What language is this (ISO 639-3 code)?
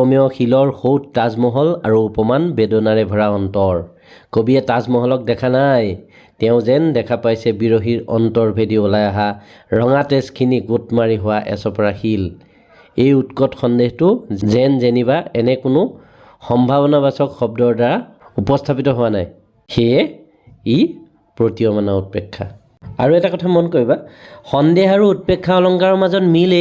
asm